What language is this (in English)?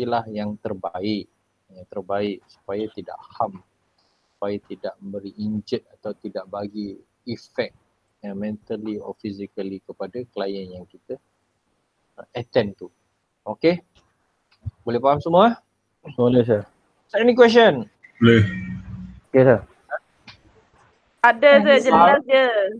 Malay